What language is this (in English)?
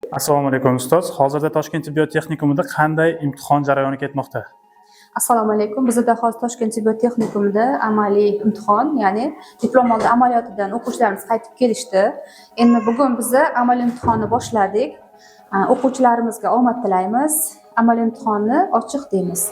Uzbek